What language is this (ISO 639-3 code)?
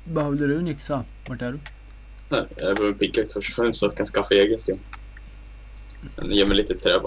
swe